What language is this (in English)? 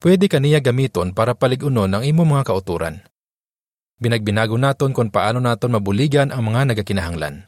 Hiligaynon